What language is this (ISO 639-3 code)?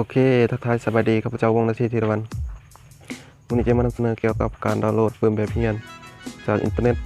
lao